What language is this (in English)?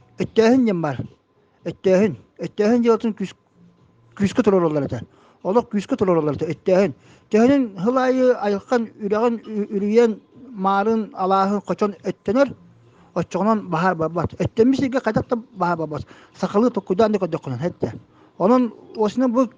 Yakut